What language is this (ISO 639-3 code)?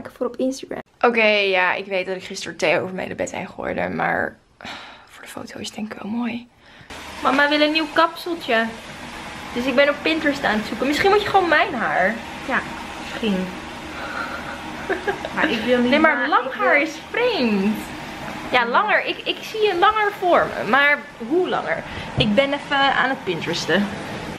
nld